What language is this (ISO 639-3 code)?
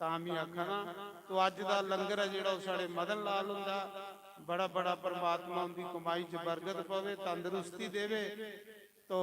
doi